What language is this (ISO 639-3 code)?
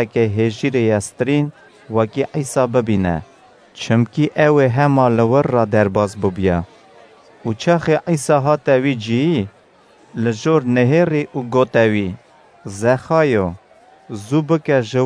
kur